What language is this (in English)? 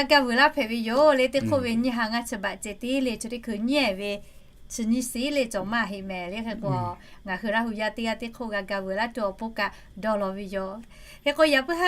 Lahu